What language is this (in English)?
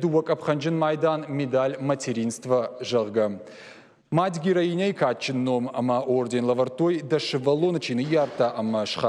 Ossetic